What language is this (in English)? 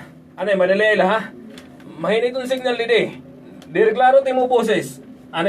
Waray